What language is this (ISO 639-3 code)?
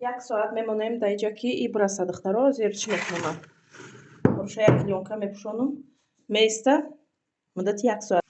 tgk